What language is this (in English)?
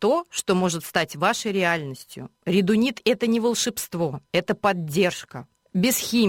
Russian